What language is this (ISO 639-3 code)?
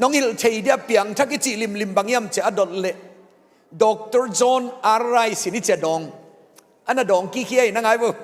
ctd